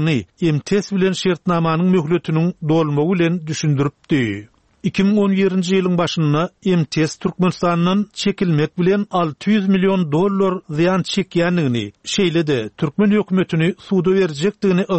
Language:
Turkmen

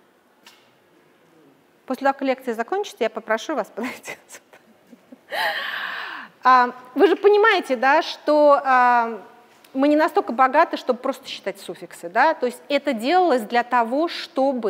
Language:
Russian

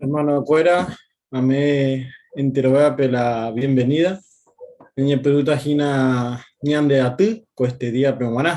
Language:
Guarani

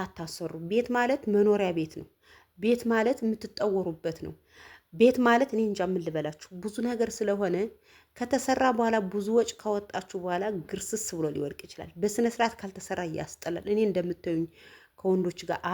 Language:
Amharic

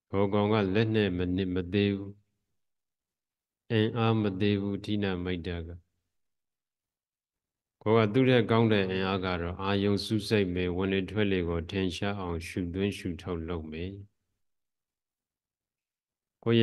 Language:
Burmese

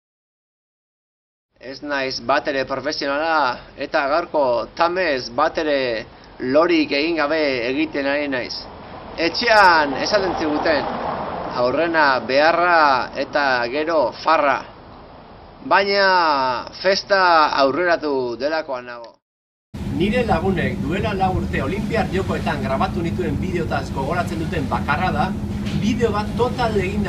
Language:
Basque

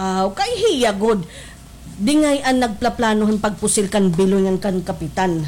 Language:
Waray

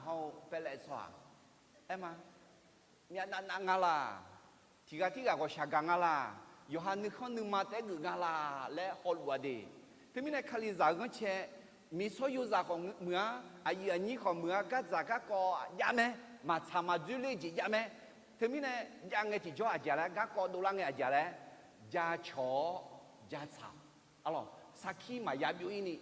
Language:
Akha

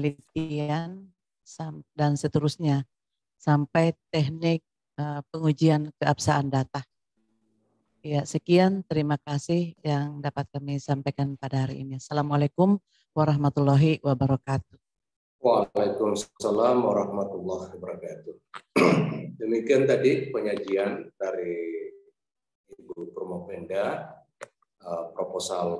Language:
Indonesian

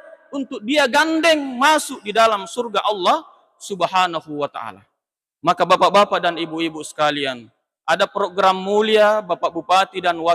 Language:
Buginese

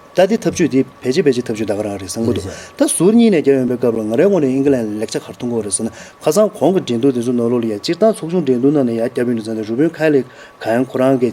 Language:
Tibetan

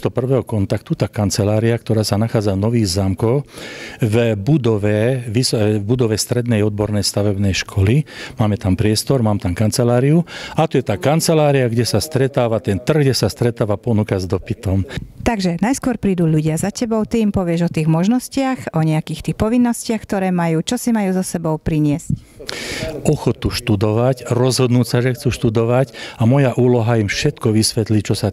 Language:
Slovak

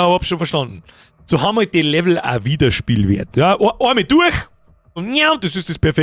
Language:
Bavarian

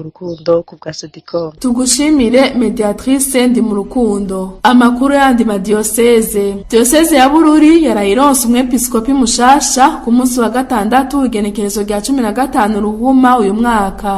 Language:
Rundi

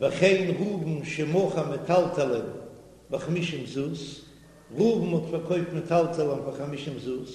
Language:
Yiddish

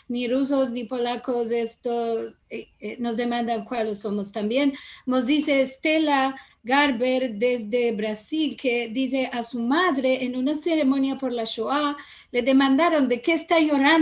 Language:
Ladino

